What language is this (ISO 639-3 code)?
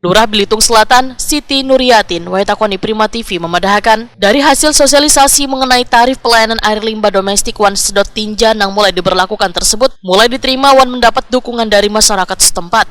bjn